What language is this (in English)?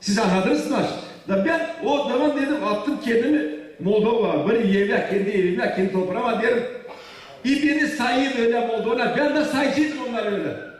Gagauz